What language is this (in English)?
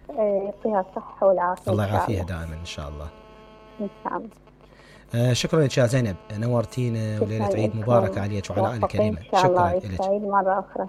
Mesopotamian Arabic